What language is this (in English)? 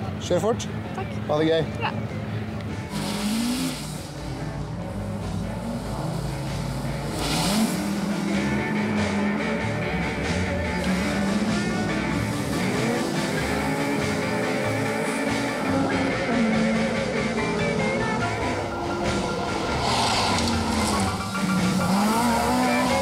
Norwegian